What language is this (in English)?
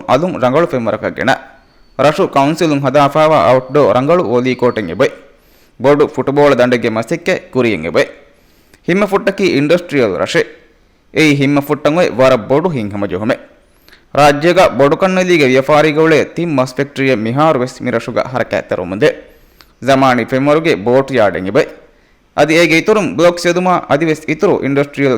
Divehi